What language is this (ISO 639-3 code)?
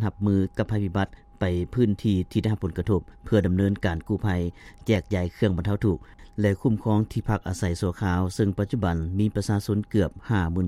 lao